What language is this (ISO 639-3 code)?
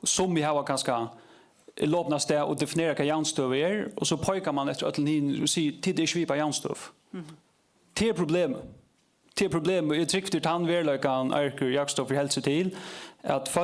fao